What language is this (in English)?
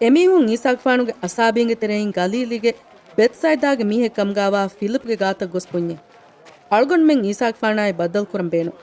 Divehi